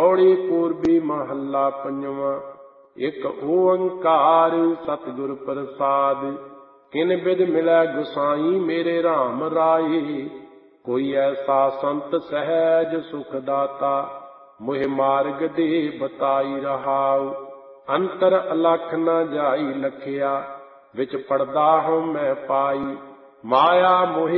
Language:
Punjabi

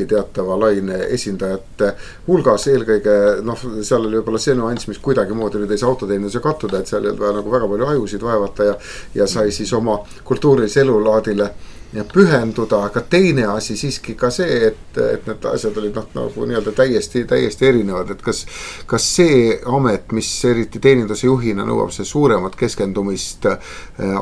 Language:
Estonian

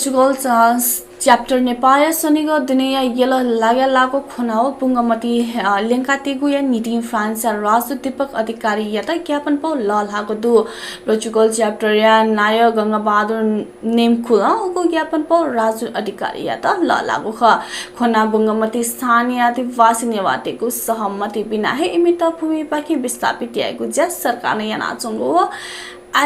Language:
Newari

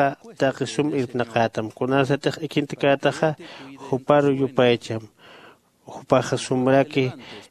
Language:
Aymara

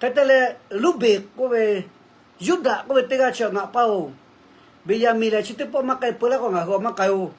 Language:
Lahu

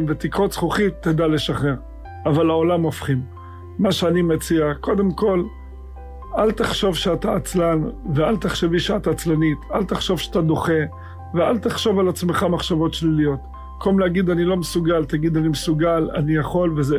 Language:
Hebrew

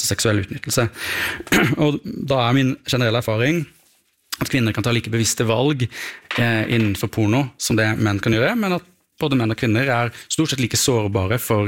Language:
Norwegian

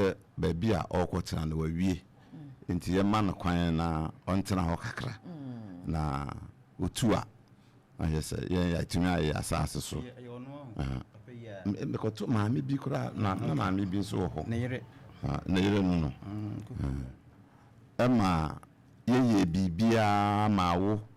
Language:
Akan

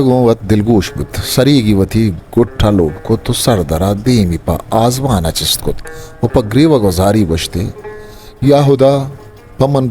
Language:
Eastern Balochi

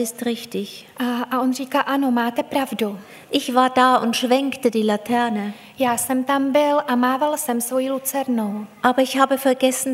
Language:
Czech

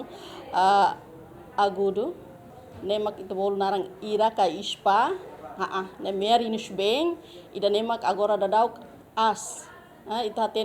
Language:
Tetum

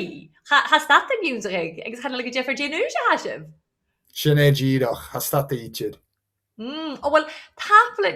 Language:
Scottish Gaelic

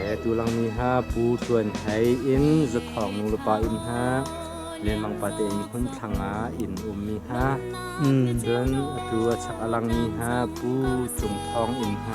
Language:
Hakha Chin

